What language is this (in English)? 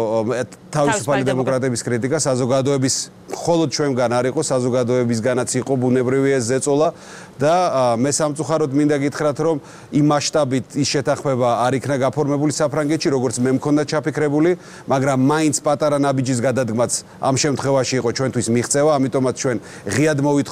Georgian